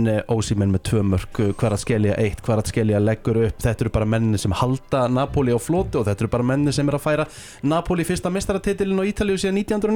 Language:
Icelandic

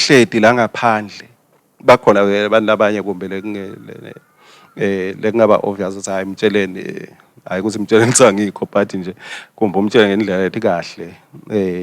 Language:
Swati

